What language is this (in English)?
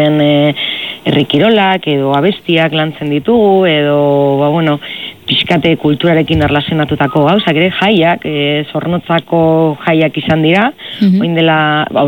Basque